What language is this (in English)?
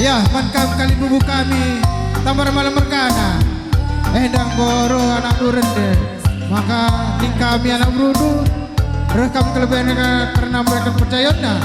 Batak Karo